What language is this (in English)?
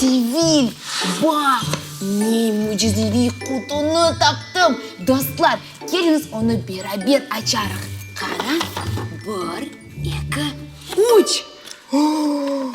Crimean Tatar